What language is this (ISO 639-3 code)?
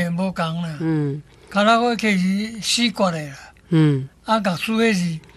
nan